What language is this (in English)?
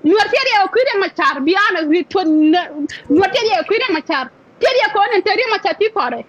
Nuer